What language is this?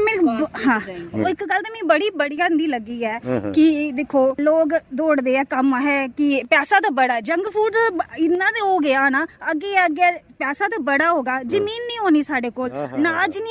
Dogri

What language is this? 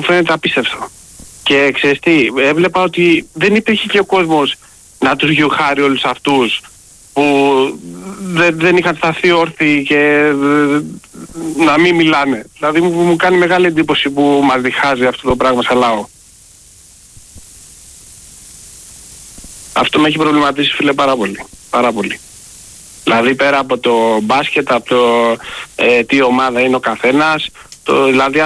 Greek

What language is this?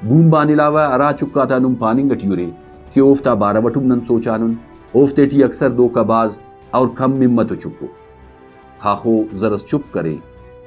Brahui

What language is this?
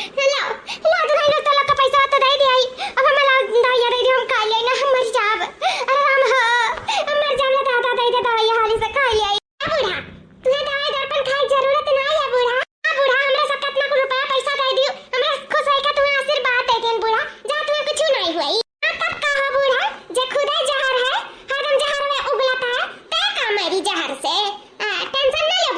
Awadhi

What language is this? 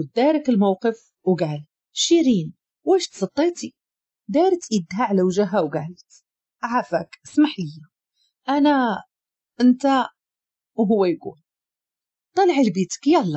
Moroccan Arabic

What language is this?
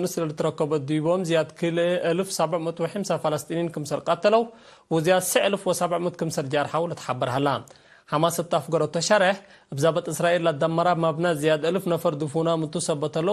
Tigre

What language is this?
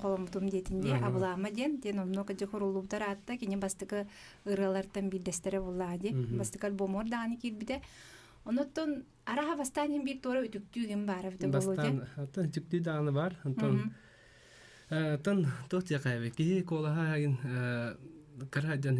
Yakut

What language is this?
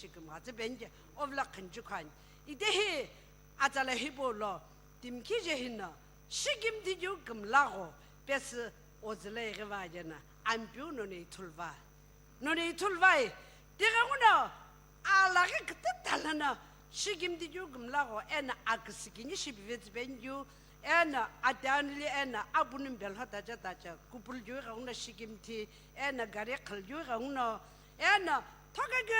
Sumi Naga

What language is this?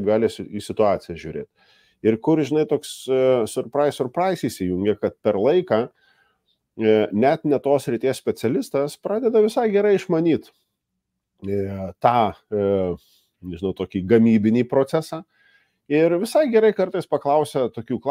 Lithuanian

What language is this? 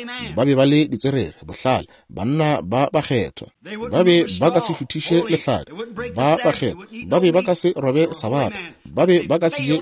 Northern Sotho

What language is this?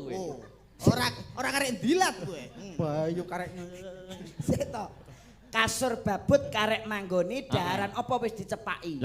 Javanese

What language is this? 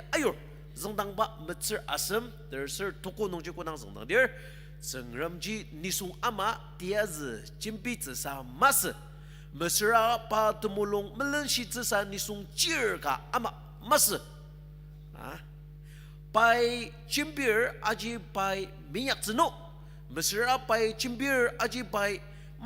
Ao Naga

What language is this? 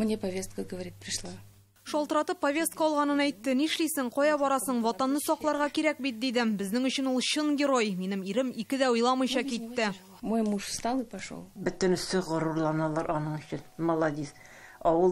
Tatar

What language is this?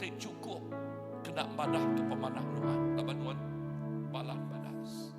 Iban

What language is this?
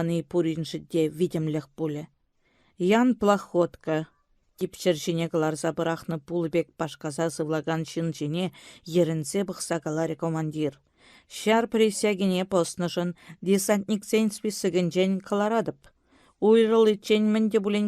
Chuvash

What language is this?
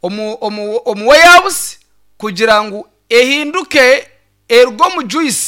Nyankole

